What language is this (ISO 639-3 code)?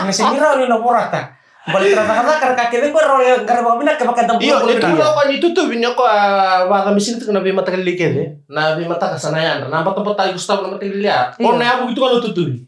fij